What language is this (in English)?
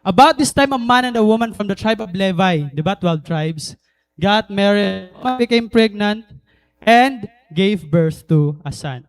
Waray